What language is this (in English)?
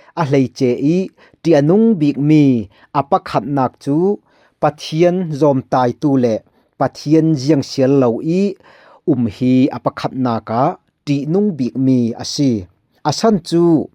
Falam Chin